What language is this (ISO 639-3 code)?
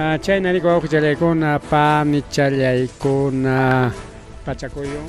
quy